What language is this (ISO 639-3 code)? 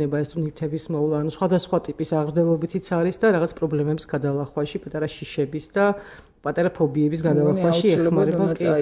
kat